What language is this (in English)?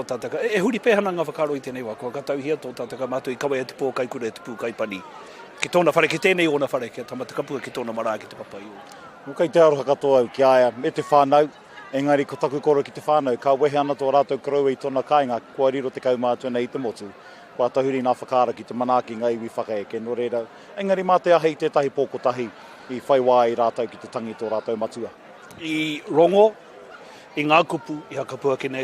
Māori